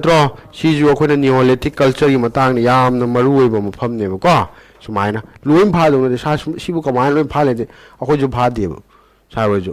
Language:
Manipuri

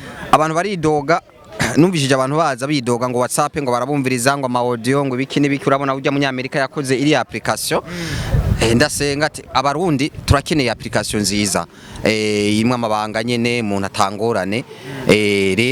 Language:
Rundi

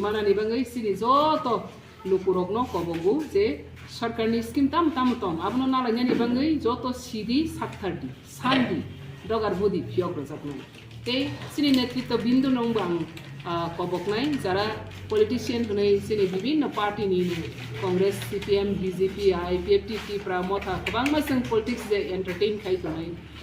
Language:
Riang (India)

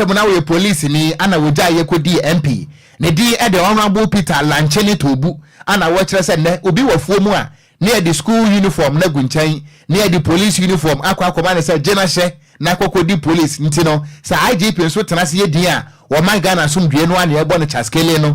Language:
Akan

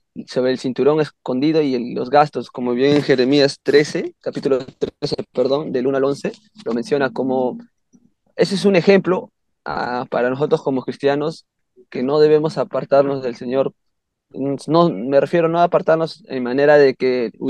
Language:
Spanish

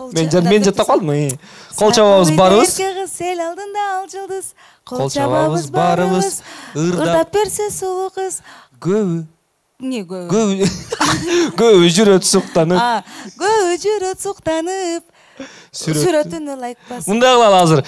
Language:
Kyrgyz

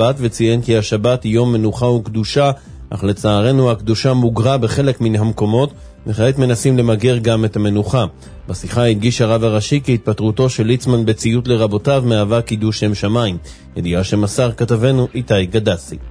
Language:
Hebrew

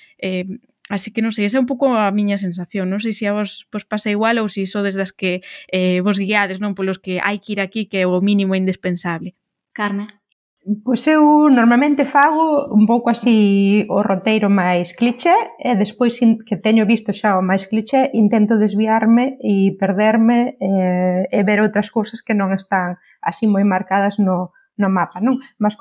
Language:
Galician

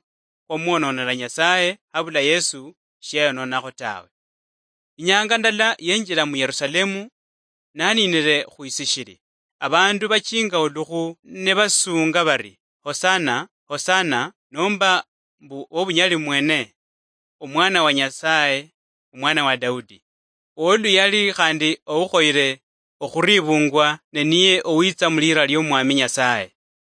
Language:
Luyia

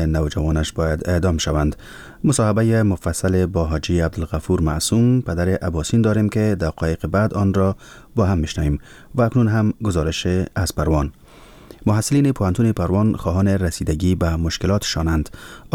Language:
Persian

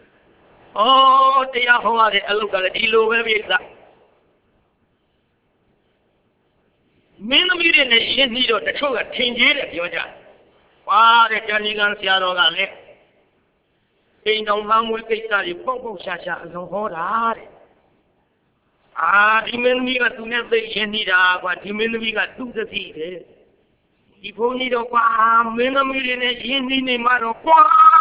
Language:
Burmese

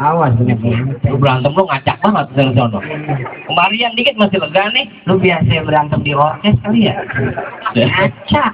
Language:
Betawi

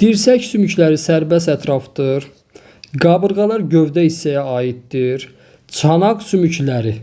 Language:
Azerbaijani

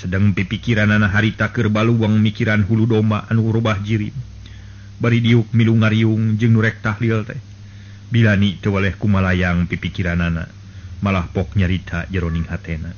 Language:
Sundanese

